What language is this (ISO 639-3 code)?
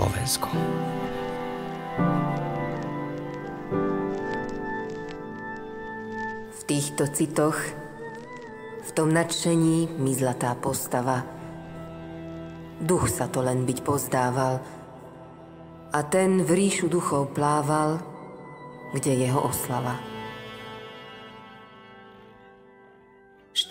slk